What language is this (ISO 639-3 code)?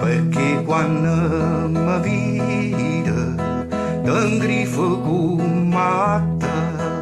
nap